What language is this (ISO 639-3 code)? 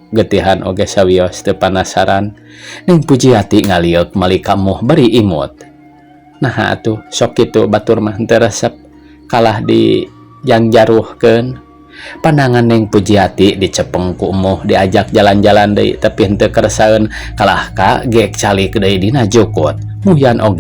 sun